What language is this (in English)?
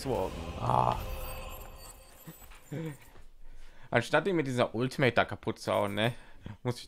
German